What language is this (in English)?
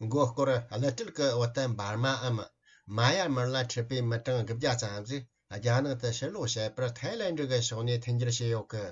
Tibetan